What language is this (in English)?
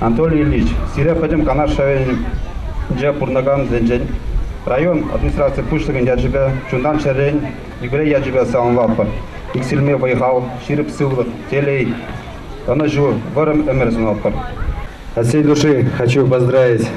Chuvash